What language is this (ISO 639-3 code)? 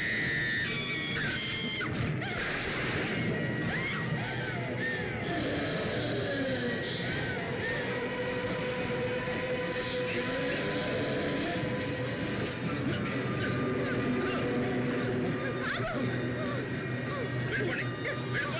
tel